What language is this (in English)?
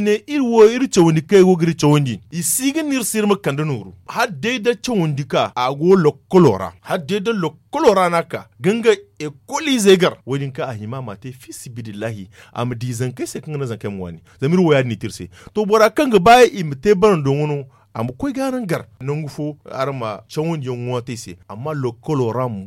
Zarma